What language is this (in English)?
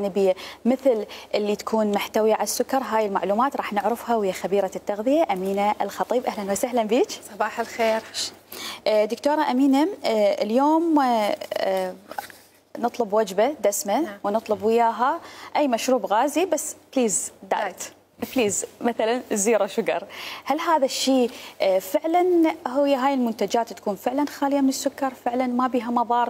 Mesopotamian Arabic